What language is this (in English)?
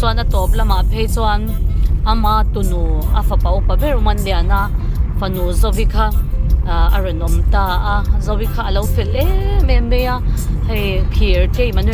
Mizo